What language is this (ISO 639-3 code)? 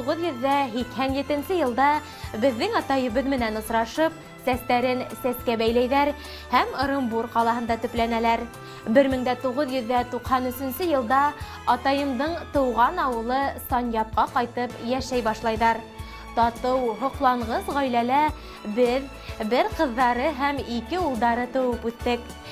bak